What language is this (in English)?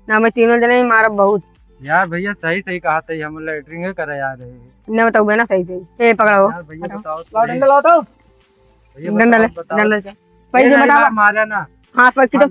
Awadhi